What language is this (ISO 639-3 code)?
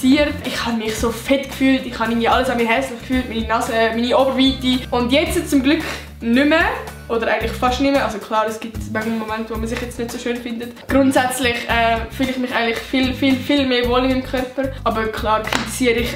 gsw